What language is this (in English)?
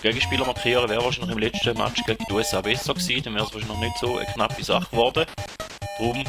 Swiss German